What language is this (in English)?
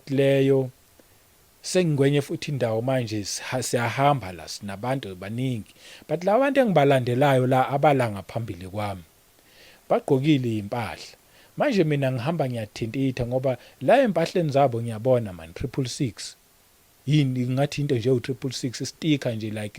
Zulu